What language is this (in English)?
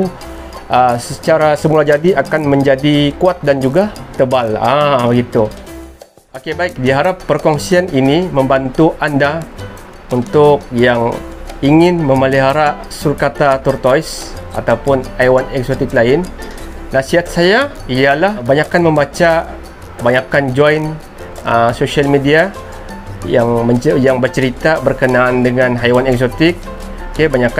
Malay